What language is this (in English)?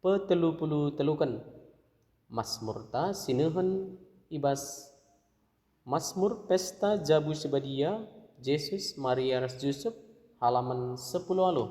Batak Karo